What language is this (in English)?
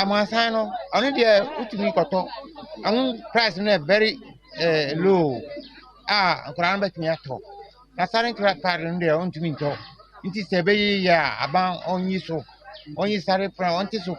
Akan